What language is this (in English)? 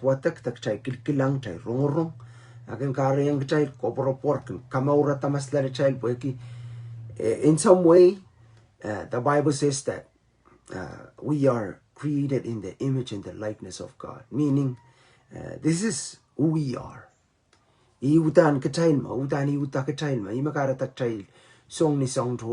Pohnpeian